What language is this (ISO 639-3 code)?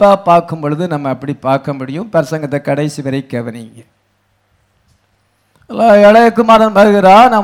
tam